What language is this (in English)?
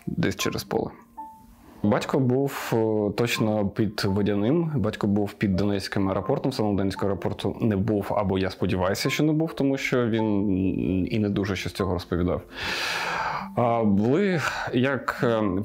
Ukrainian